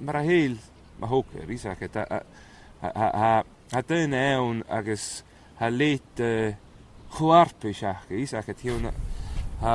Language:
Scottish Gaelic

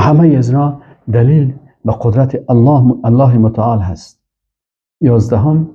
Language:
Persian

